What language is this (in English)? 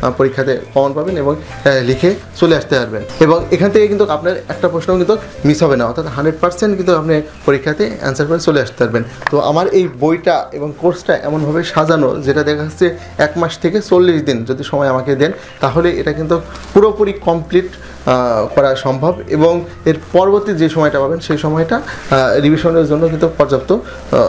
Bangla